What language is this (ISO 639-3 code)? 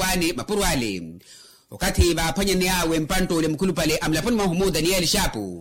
vmw